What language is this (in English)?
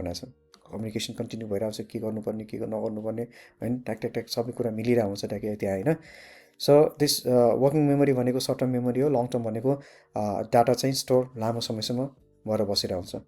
Nepali